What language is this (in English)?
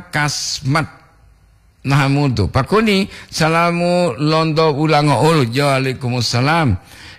Gorontalo